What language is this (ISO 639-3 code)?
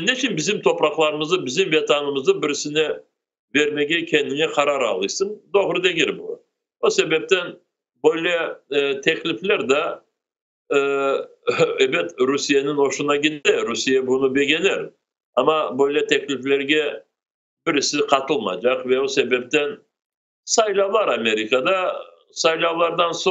crh